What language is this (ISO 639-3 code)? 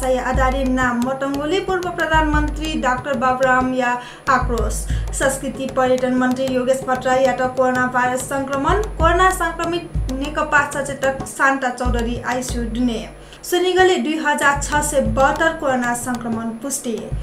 new